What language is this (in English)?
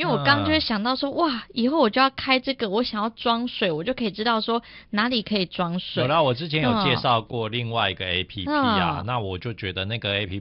Chinese